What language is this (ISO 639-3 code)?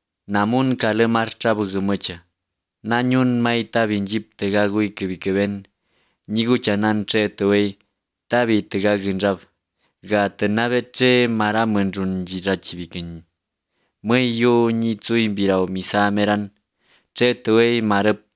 sqi